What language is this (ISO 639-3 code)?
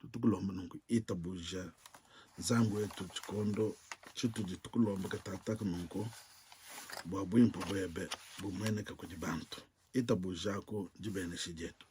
lua